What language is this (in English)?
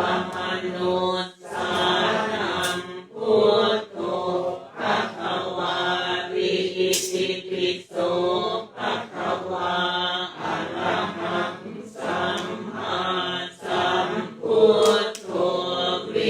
Pali